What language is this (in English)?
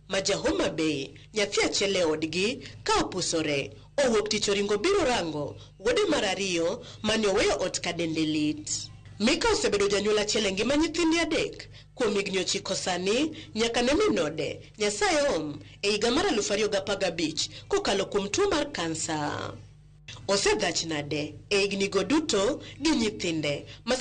Luo (Kenya and Tanzania)